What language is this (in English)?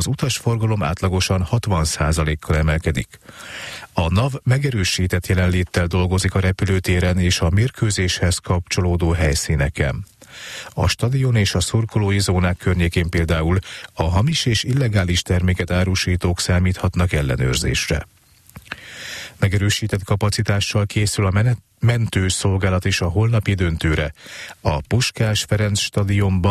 Hungarian